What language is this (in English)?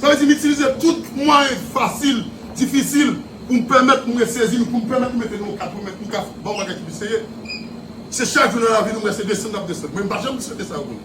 Haitian Creole